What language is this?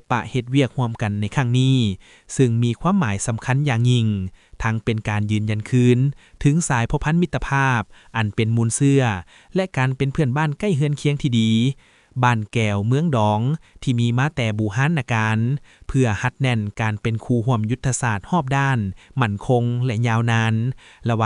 Lao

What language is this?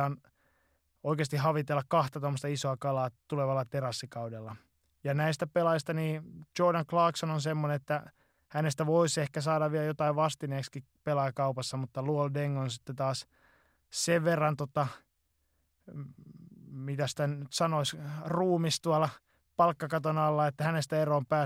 Finnish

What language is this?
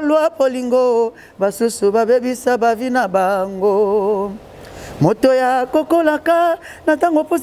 Lingala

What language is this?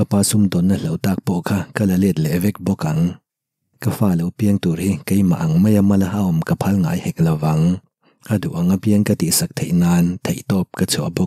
Mizo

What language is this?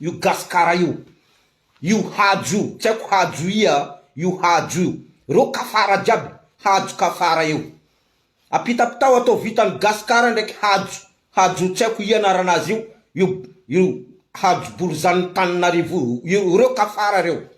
Malagasy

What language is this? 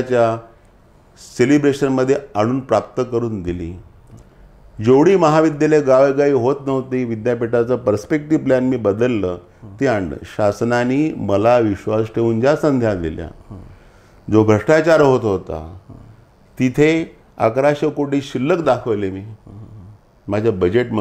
Marathi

